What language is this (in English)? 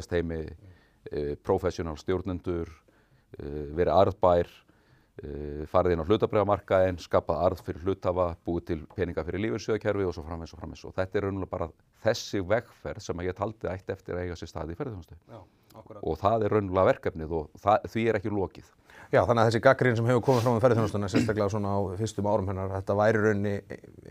Icelandic